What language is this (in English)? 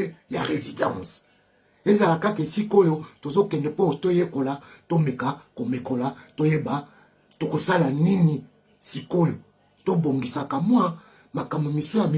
Lingala